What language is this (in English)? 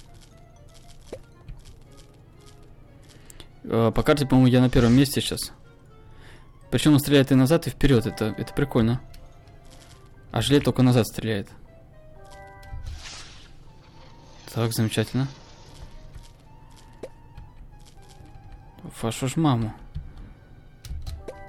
Russian